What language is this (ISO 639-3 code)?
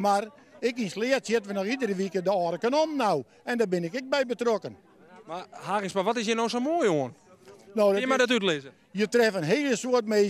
fry